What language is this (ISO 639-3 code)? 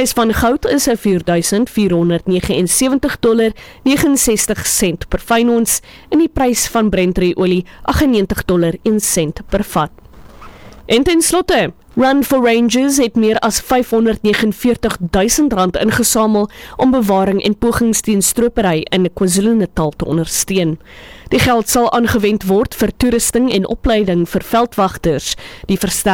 afr